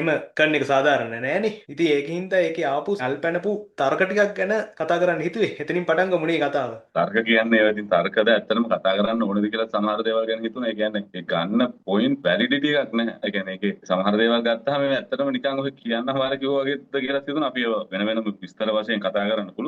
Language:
Sinhala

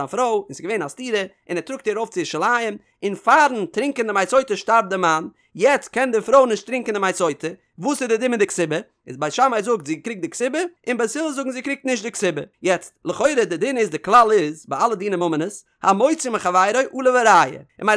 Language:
Yiddish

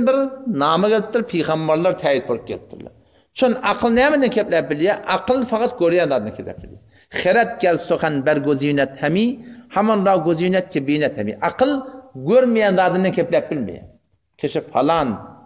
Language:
Turkmen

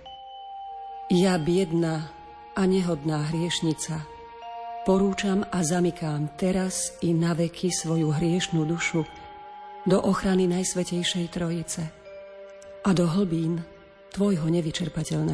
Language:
Slovak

